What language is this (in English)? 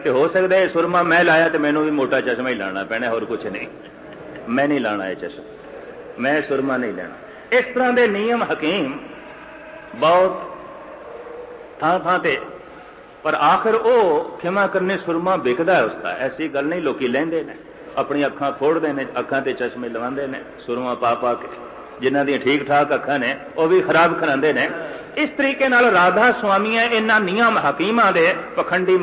Punjabi